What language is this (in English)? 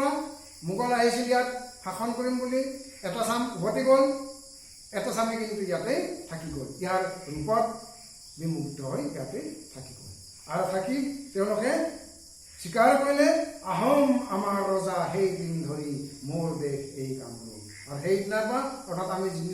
Assamese